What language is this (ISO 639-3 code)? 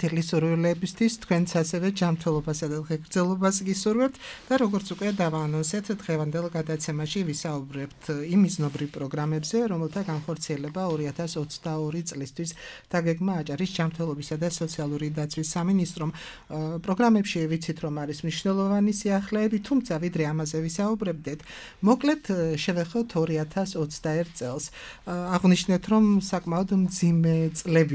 kat